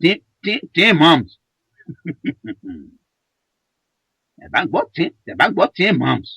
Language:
Yoruba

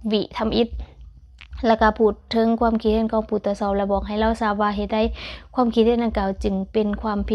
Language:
Lao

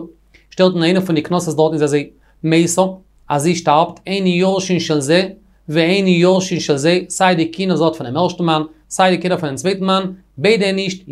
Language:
Yiddish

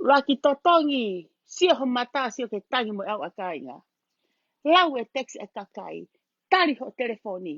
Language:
Tongan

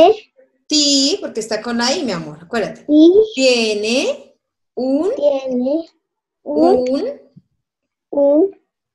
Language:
Spanish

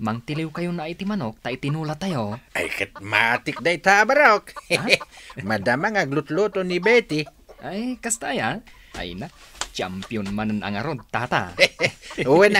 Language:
Iloko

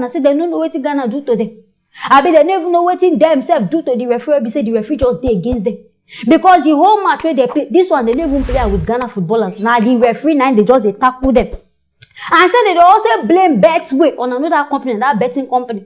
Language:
Nigerian Pidgin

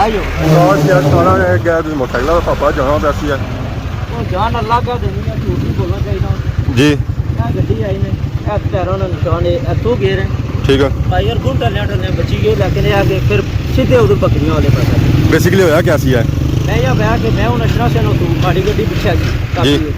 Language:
Pahari-Potwari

